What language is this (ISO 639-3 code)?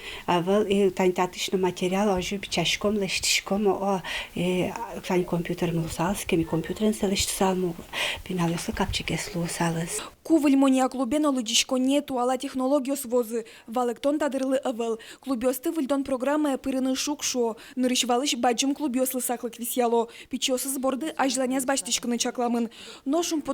udm